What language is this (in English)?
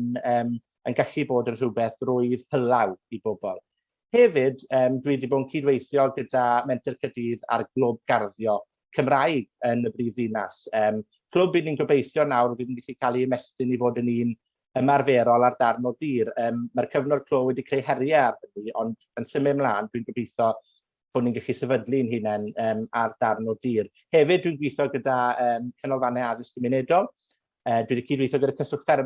Welsh